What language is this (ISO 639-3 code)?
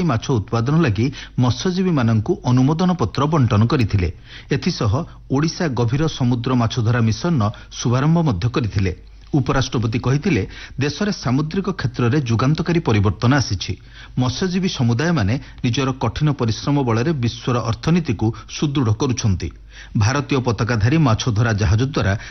ori